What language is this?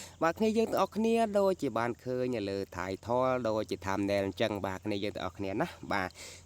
Khmer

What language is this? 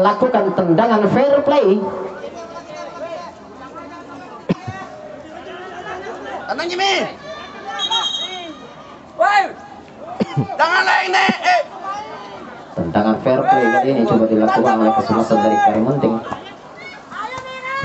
Indonesian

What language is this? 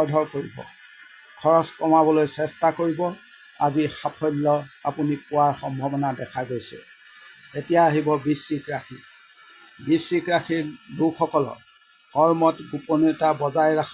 Assamese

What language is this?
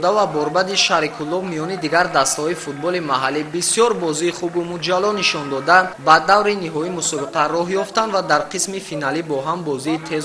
Tajik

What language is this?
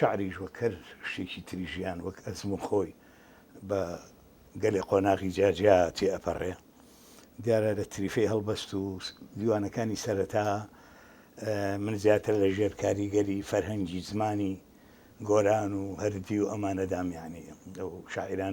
Central Kurdish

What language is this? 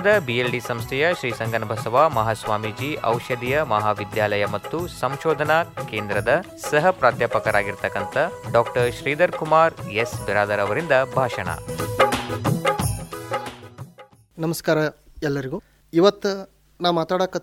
Kannada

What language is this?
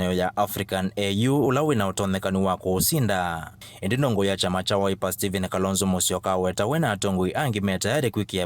Kamba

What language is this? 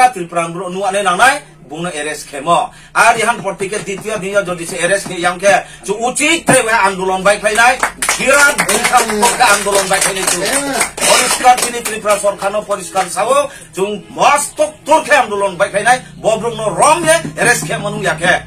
Riang (India)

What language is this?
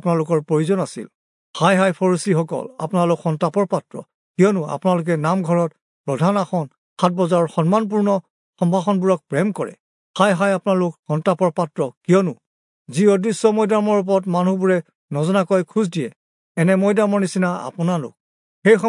Assamese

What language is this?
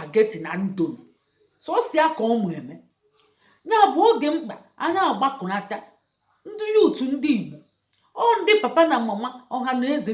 Igbo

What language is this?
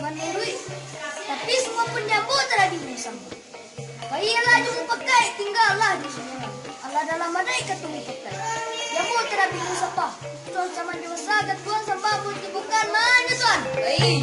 Minangkabau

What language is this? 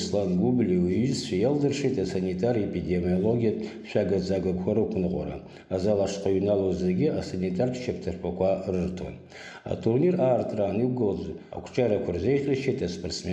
Abkhazian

